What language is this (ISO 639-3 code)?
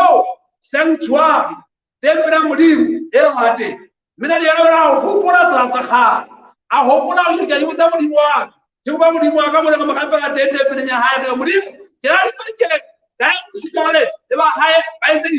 sot